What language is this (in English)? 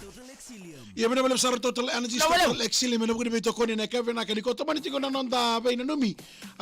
Fijian